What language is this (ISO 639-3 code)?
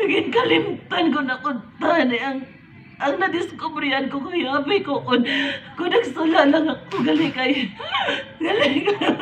hil